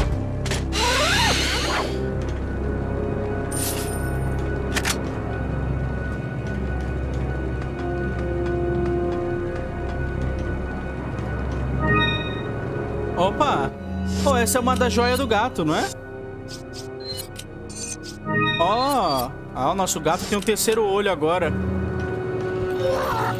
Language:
Portuguese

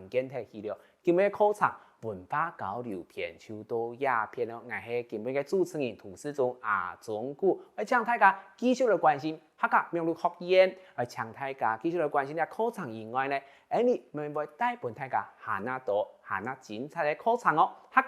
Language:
Hakka Chinese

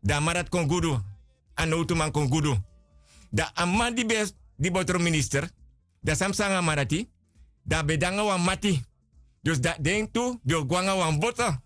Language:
Sranan Tongo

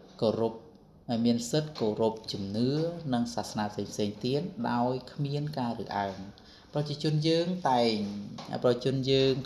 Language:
Khmer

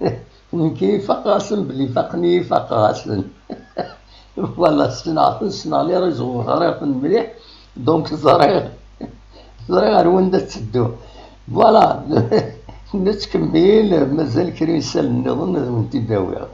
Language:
Kabyle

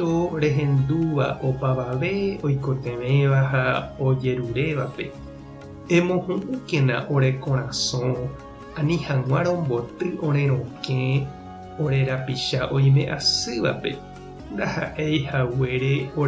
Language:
Guarani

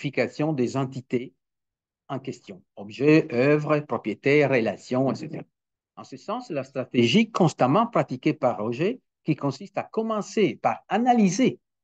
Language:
French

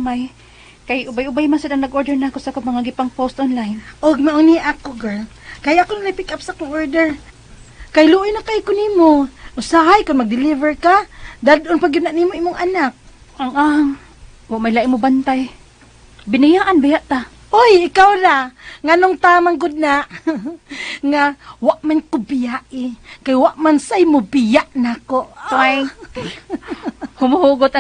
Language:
Cebuano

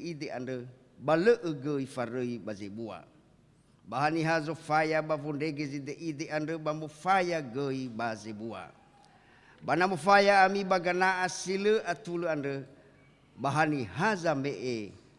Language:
Nias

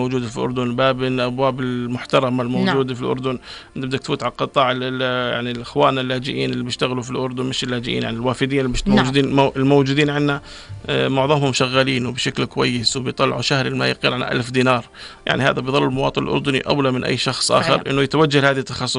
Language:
North Levantine Arabic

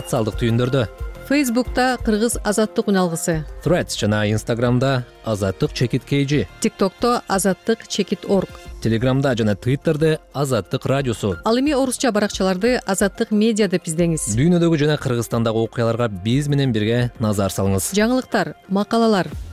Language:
Kyrgyz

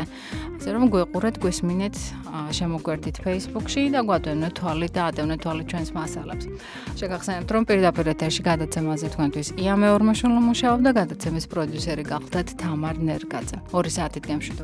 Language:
Georgian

